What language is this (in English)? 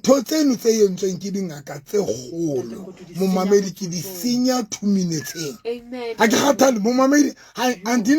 Southern Sotho